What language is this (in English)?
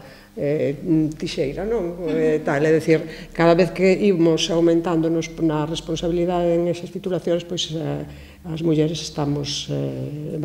Galician